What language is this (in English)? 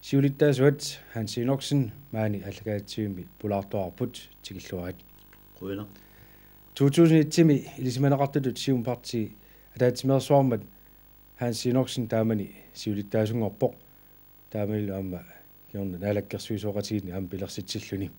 Kalaallisut